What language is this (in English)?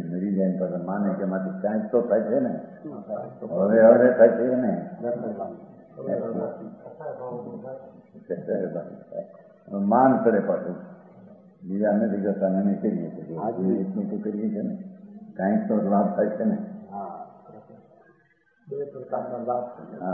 Gujarati